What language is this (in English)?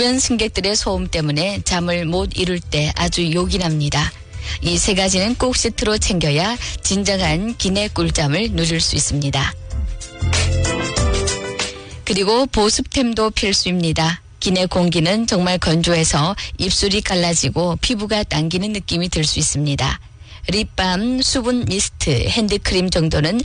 Korean